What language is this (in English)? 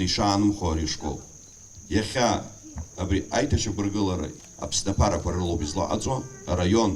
Abkhazian